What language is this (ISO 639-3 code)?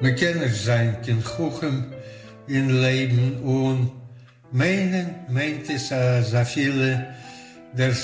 yid